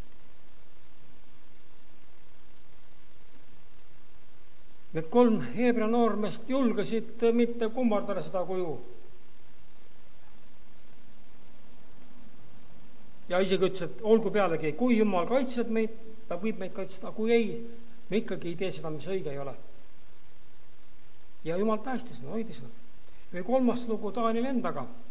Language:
Estonian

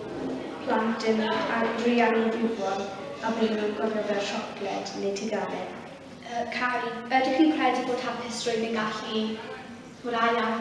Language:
Welsh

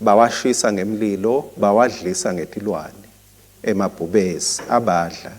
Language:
Swati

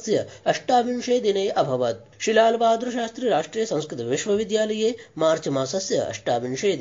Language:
Sanskrit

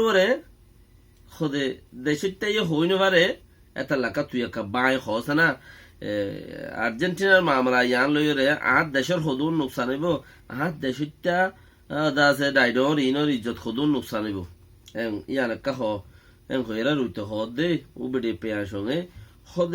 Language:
Rohingya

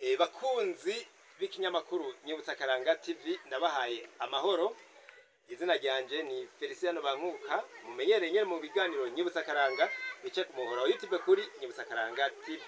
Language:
Rundi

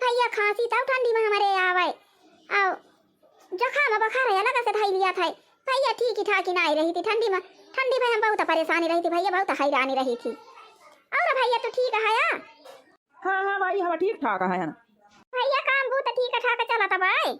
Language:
Awadhi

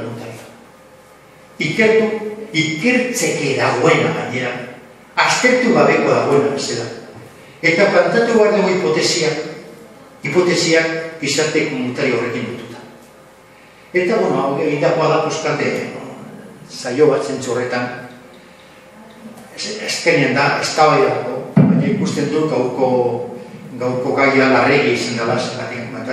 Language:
Basque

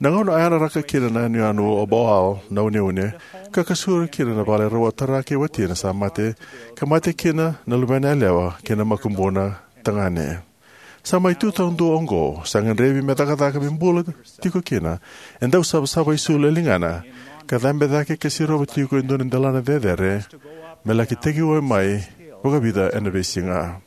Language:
Fijian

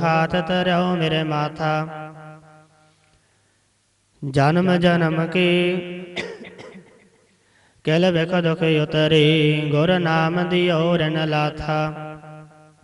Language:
Punjabi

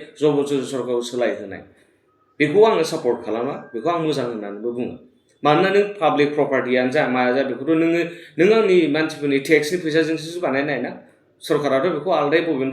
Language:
Bodo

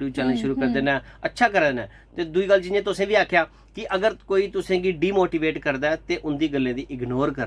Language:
Dogri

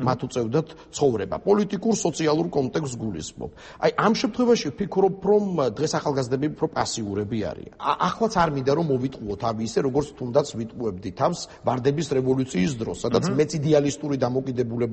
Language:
Georgian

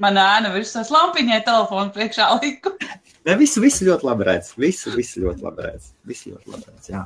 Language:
Latvian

